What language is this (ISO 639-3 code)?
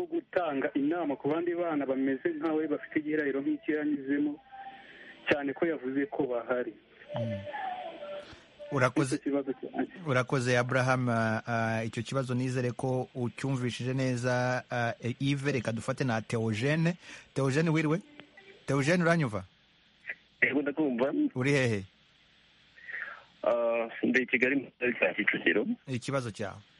kin